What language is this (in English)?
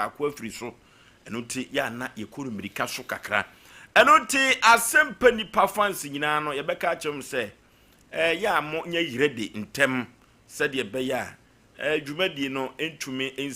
Akan